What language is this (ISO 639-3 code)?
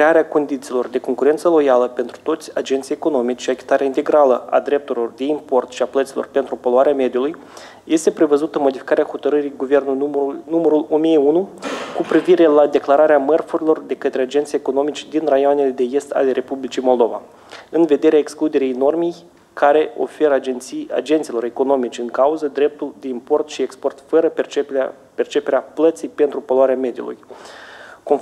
ron